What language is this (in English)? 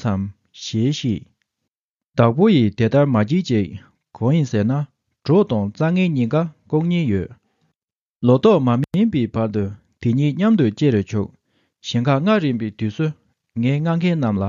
Tibetan